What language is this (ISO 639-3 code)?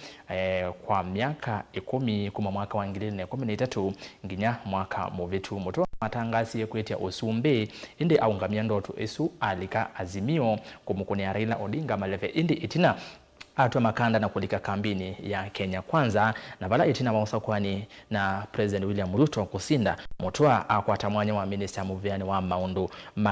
kam